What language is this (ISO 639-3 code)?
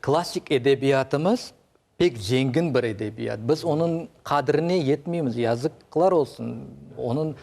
crh